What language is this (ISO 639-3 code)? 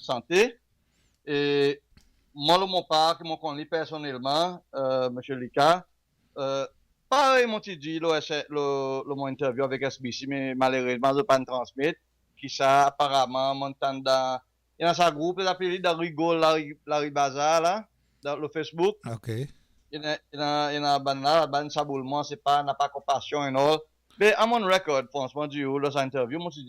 crs